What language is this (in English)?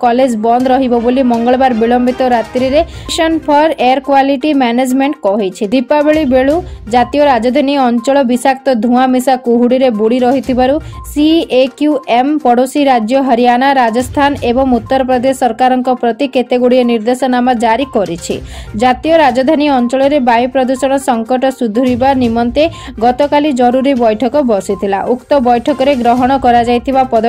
Odia